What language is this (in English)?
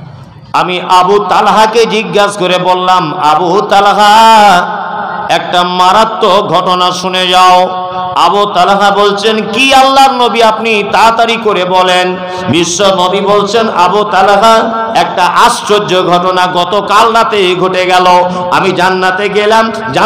Bangla